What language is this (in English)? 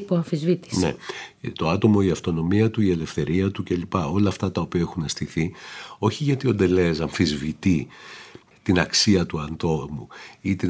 Greek